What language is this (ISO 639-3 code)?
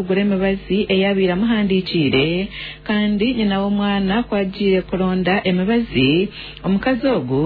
nyn